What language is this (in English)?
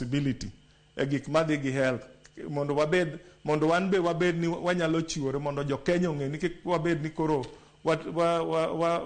Luo (Kenya and Tanzania)